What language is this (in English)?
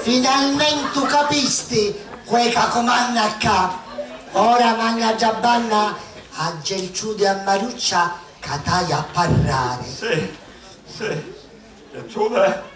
Sicilian